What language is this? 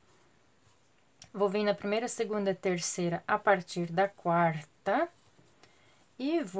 Portuguese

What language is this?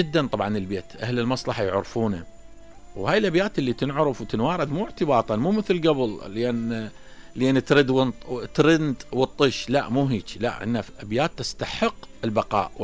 Mesopotamian Arabic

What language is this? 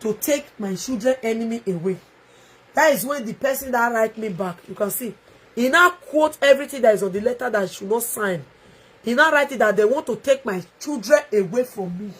Nigerian Pidgin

